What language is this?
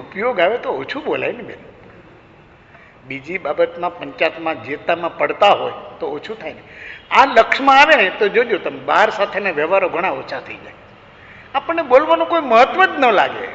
Gujarati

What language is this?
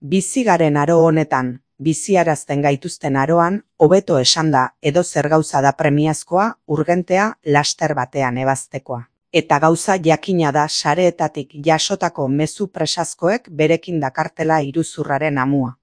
Basque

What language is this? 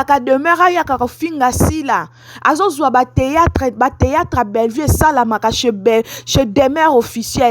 Lingala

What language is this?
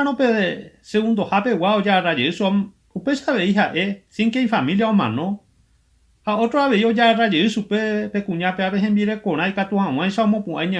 Guarani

